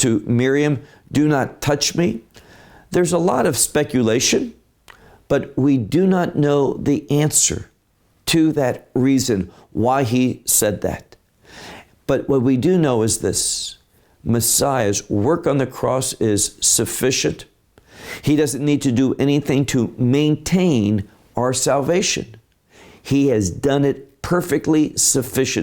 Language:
English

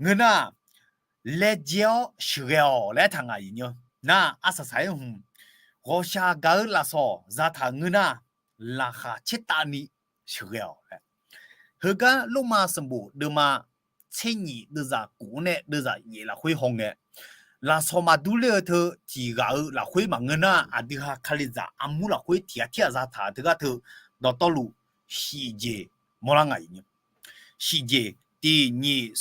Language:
Akha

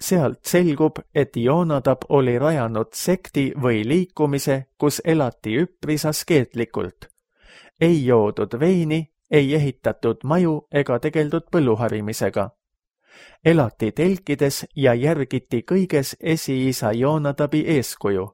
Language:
Estonian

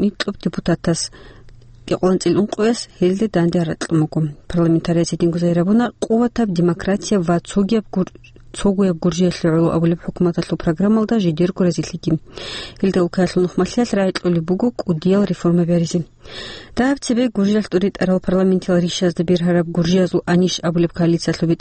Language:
Avaric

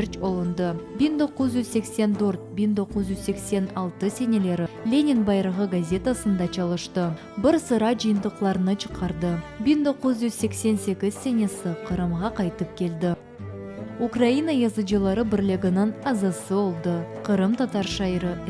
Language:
Crimean Tatar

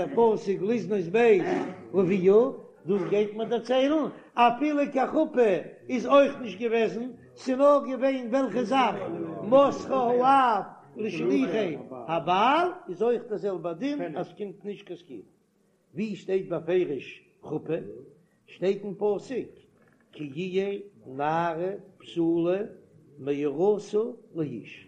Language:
Yiddish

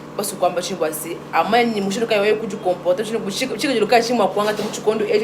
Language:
Luba-Lulua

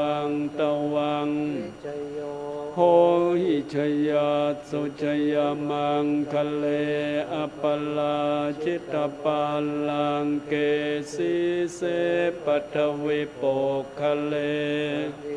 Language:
Pali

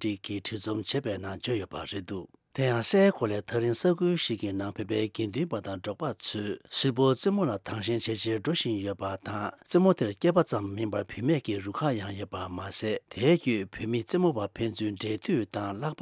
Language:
Tibetan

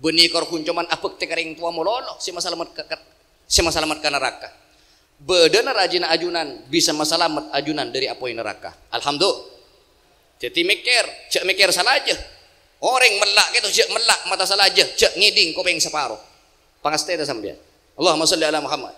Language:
Madurese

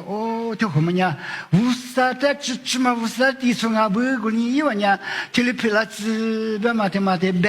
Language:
Lisu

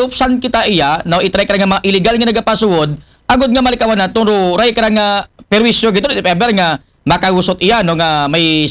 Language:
Aklanon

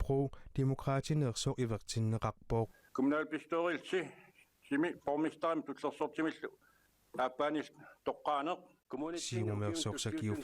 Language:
Kalaallisut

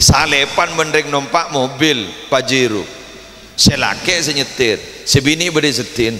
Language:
Madurese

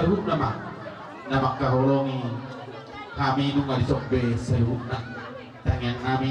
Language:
Batak Toba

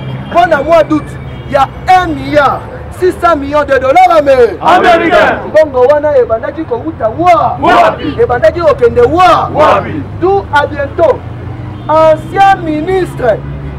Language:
Lingala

